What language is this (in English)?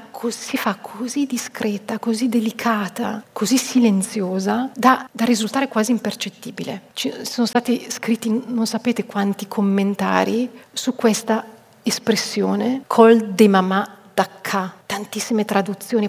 Italian